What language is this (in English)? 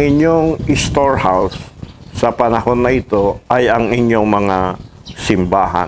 Filipino